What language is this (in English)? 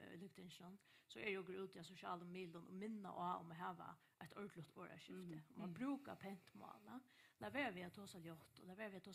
Faroese